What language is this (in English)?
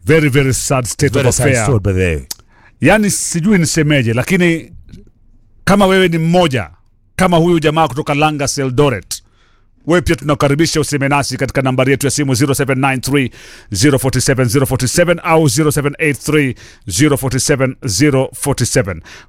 Swahili